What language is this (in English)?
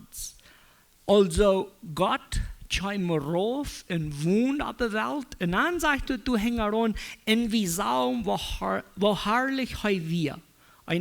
Plautdietsch